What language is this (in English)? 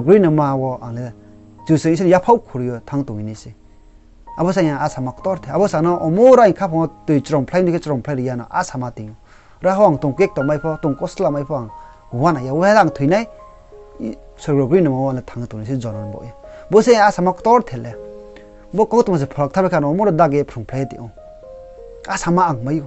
Riang (India)